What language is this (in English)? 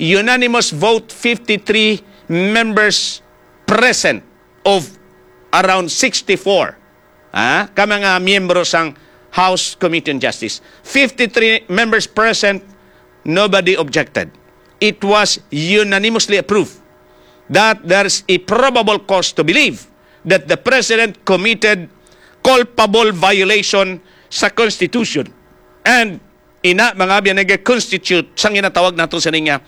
Hiligaynon